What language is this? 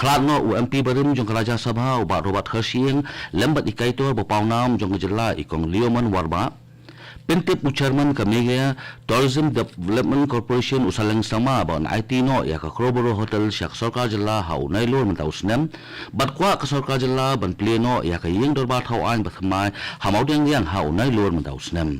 Khasi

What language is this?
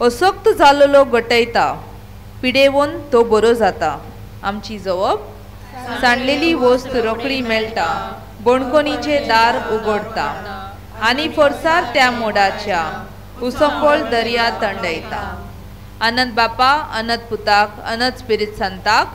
Konkani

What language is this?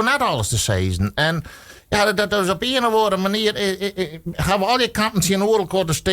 Western Frisian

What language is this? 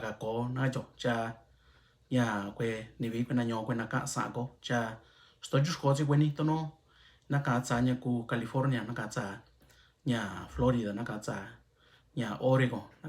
Mixtepec Mixtec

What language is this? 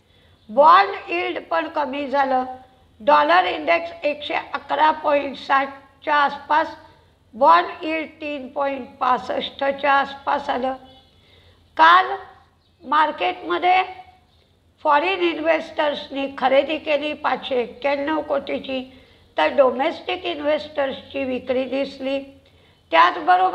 Marathi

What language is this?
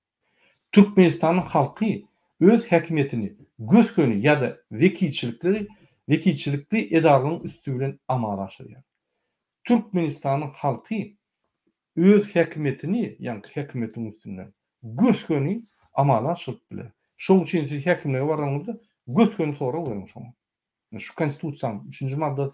Turkmen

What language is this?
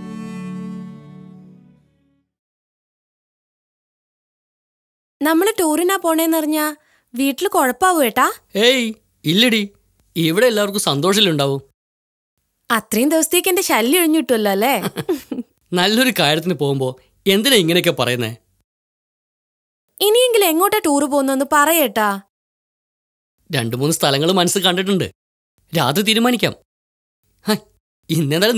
Malayalam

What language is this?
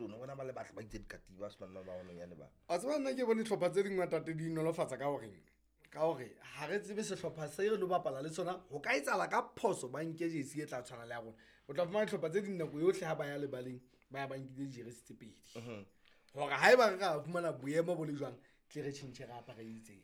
Southern Sotho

